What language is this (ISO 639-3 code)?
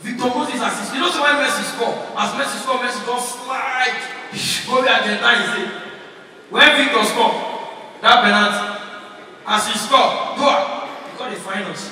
pcm